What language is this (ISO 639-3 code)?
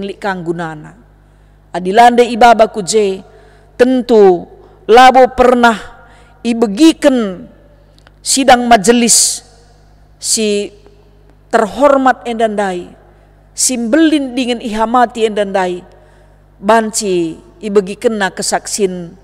btx